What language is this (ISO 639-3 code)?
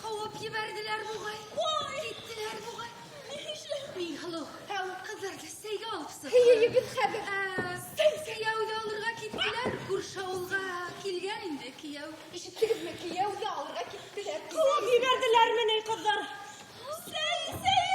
bak